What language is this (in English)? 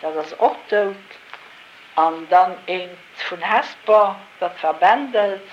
Luxembourgish